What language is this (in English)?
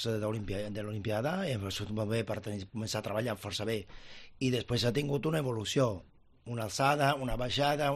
Catalan